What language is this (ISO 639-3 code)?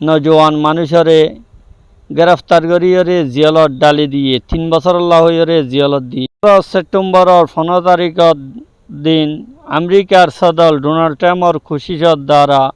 rhg